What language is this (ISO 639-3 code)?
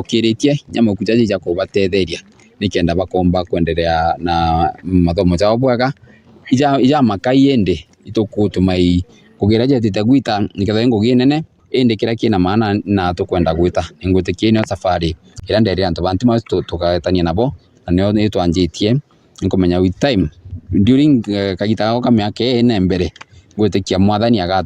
mer